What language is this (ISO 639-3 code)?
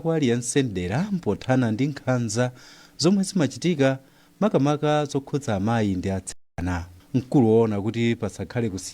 nya